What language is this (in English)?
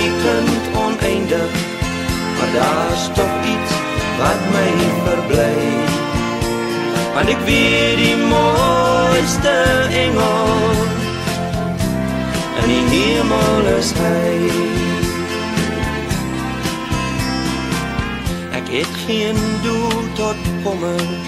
Afrikaans